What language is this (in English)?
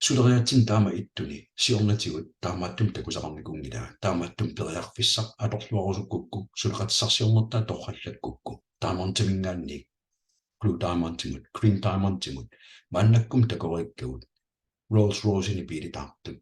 Kalaallisut